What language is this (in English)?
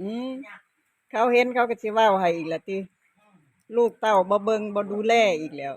Northeastern Thai